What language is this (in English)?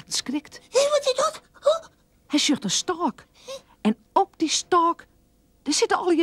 Western Frisian